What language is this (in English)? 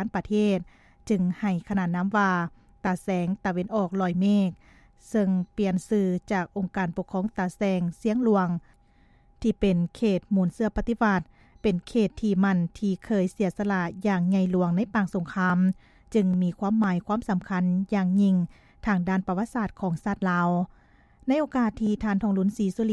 Lao